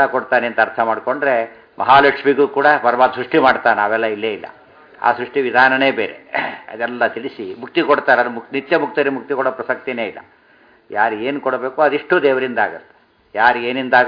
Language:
Kannada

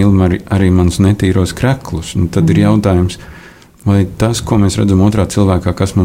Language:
Latvian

